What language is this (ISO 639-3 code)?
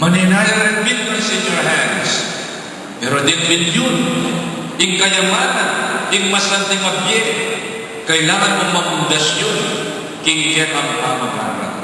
pam